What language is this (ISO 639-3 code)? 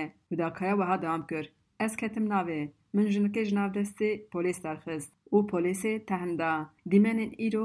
kur